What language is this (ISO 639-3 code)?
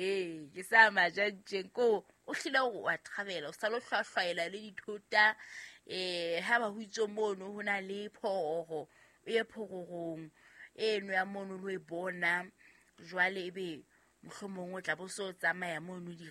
sot